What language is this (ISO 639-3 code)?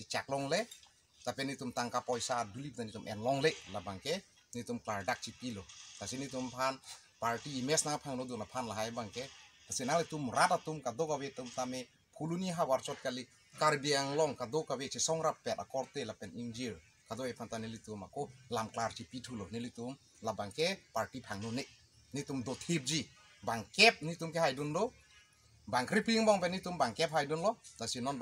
mjw